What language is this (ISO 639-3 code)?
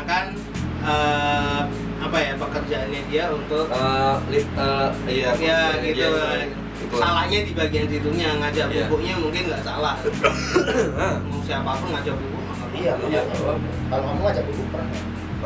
ind